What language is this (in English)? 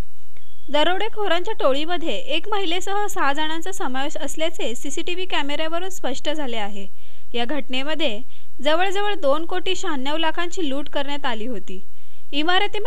Marathi